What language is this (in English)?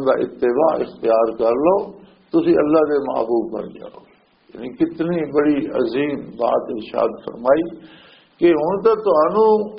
Western Panjabi